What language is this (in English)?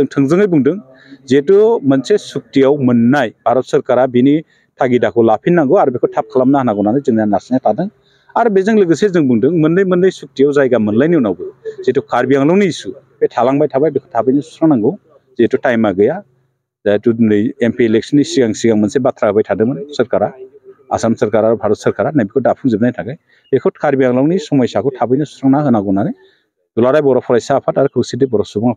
Bodo